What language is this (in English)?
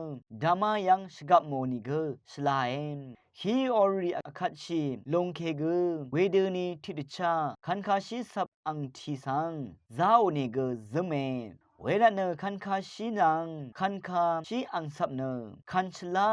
Rawang